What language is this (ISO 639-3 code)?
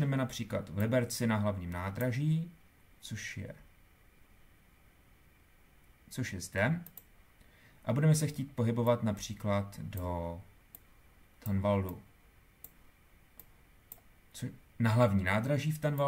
ces